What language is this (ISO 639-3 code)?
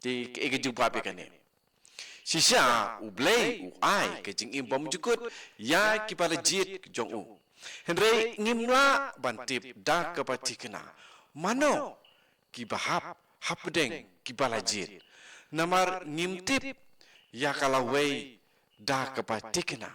kha